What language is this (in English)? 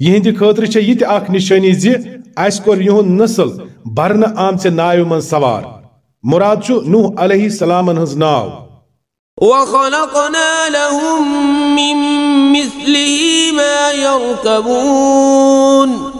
Kashmiri